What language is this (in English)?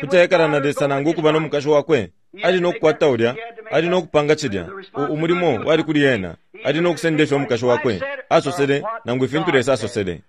Bemba